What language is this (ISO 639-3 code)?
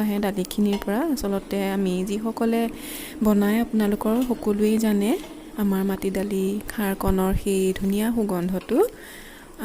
asm